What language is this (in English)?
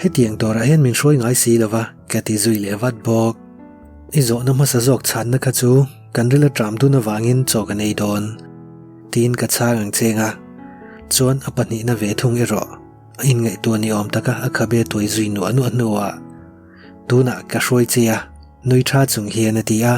Mizo